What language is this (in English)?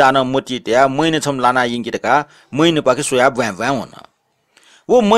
Newari